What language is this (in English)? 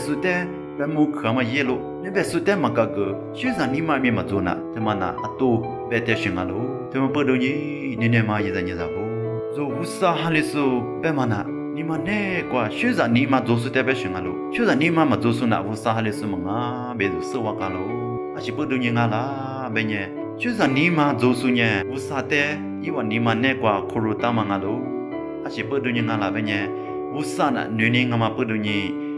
Lisu